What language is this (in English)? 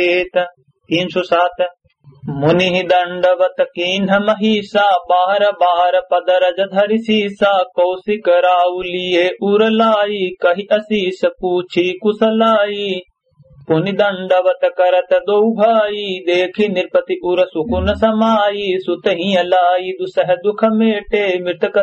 Awadhi